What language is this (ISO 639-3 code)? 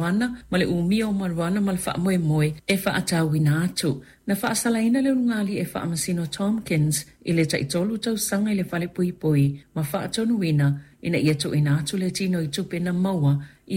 smo